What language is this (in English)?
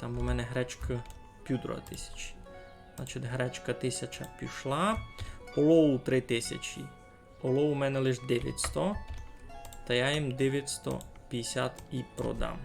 Rusyn